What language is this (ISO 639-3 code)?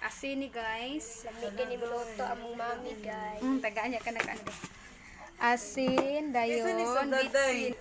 ceb